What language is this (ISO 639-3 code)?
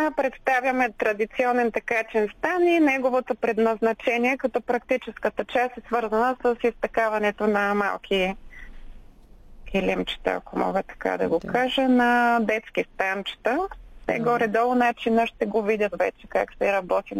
bul